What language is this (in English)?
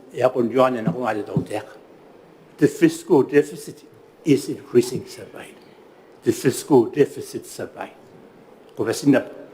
Gilbertese